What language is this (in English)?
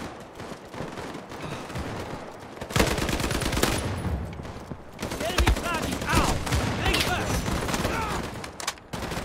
Hungarian